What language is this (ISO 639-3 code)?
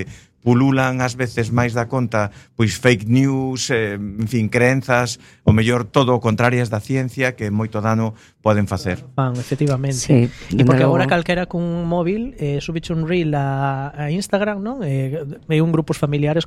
glg